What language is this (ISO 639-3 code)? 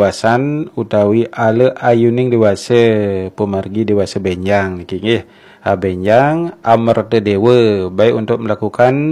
ban